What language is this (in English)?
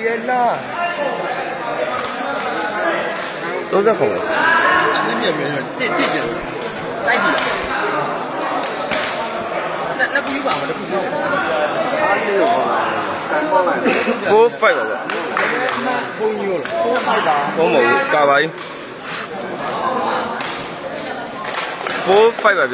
Burmese